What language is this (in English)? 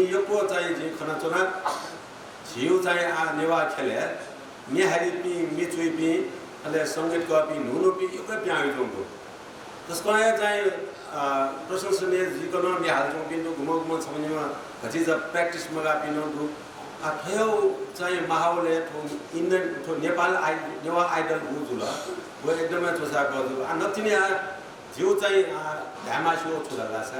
Newari